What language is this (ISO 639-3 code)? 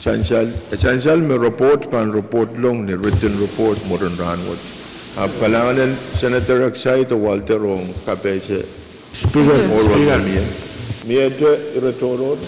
pon